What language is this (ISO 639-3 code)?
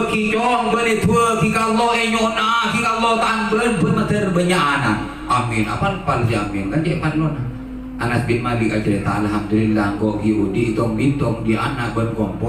mad